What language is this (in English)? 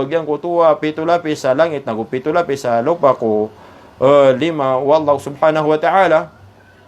Maranao